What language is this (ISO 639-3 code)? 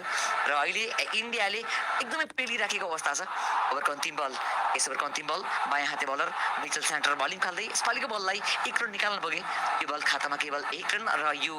nep